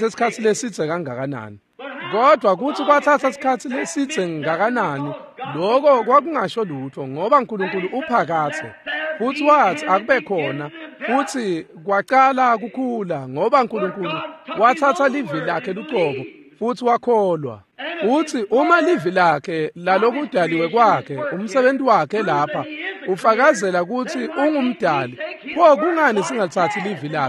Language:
Swati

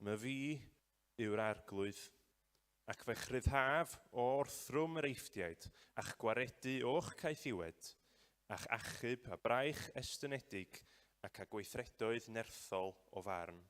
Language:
Welsh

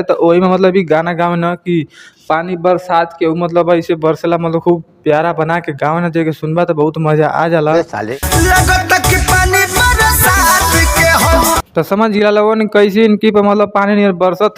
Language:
Bhojpuri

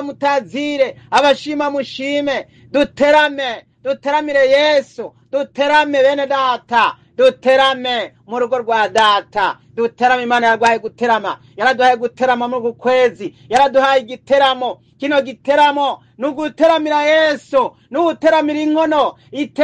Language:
Rundi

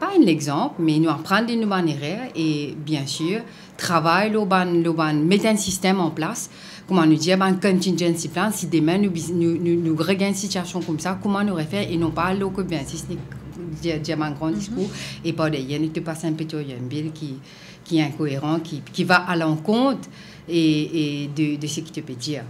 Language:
Morisyen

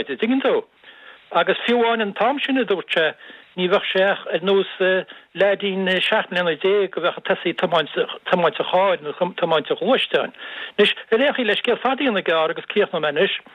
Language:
Irish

